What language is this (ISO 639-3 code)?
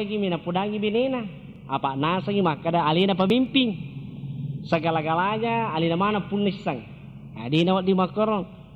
bug